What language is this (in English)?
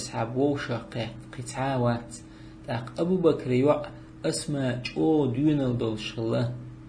Chechen